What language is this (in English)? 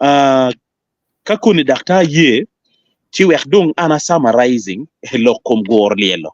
Acoli